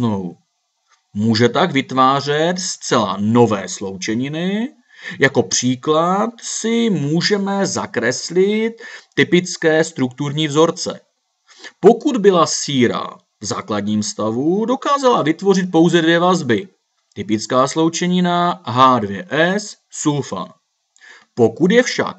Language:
Czech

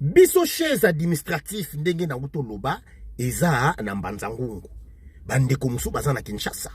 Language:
Lingala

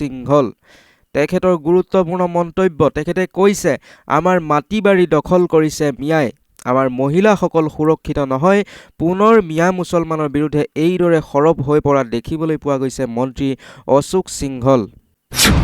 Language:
Assamese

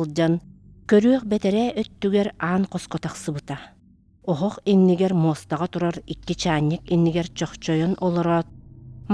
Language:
Yakut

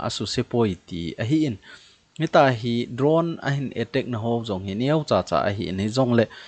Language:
Thado Chin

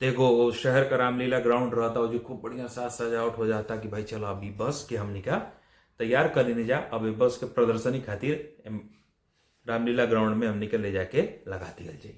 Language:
Bhojpuri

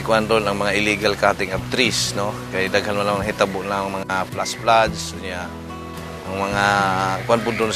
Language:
Cebuano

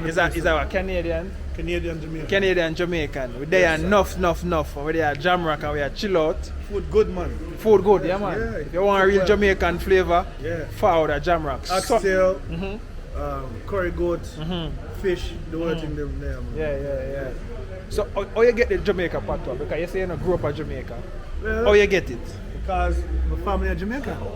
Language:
Jamaican Creole English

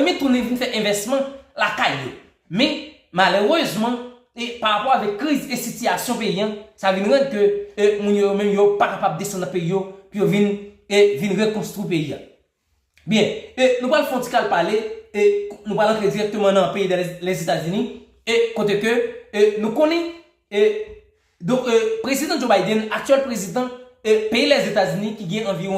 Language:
Haitian Creole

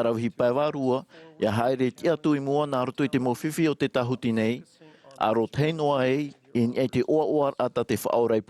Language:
Tahitian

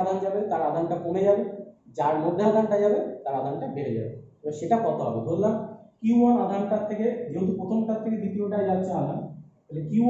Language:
Bangla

